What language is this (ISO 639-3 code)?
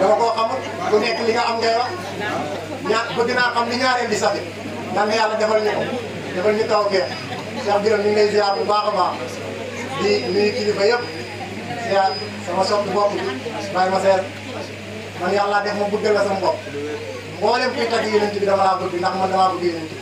wol